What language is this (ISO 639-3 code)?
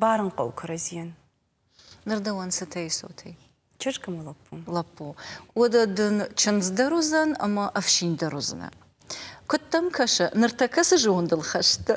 oss